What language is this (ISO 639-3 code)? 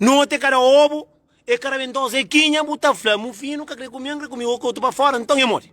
kea